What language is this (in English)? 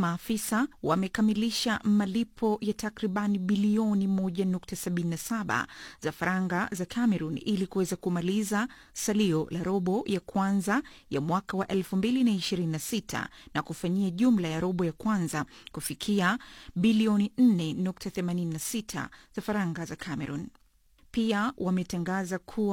Swahili